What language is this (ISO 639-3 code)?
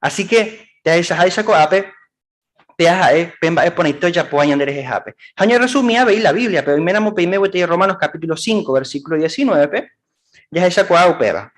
grn